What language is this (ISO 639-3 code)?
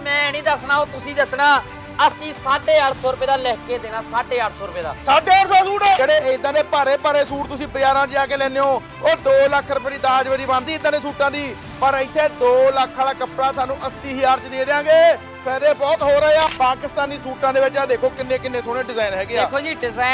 pan